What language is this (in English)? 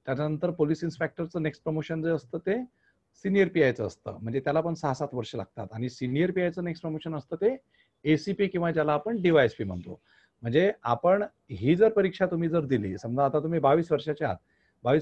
Marathi